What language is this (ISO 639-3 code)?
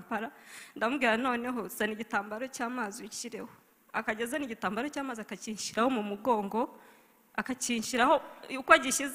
kin